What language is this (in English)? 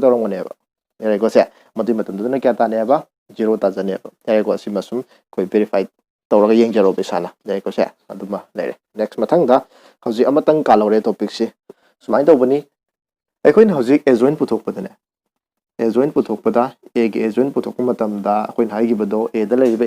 Manipuri